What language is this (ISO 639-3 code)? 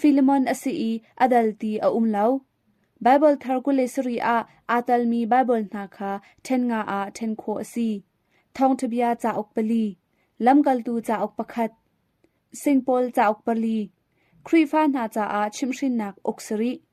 cnh